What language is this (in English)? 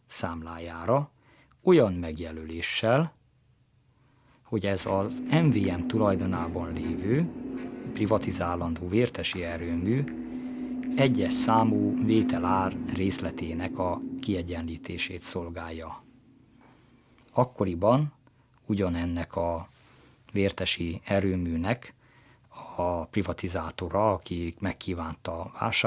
Hungarian